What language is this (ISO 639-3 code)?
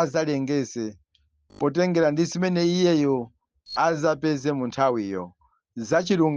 nya